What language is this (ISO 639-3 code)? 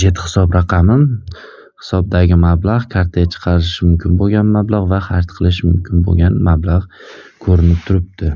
uzb